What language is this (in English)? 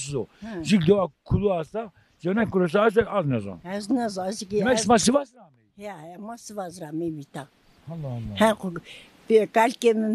Zaza